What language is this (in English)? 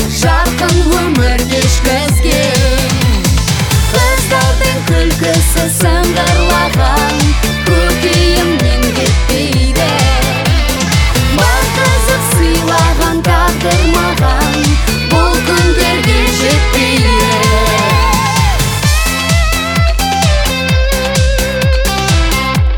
Kazakh